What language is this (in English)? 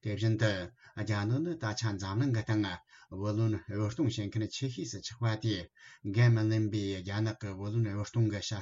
Tibetan